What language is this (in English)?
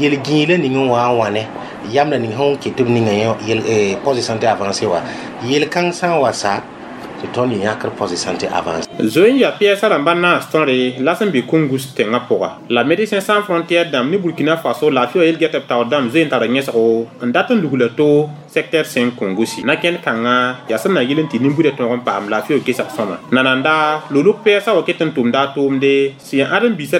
Mossi